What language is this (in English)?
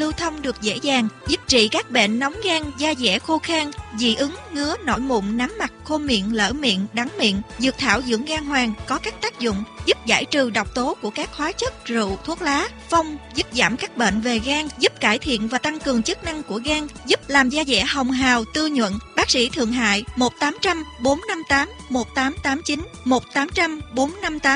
Vietnamese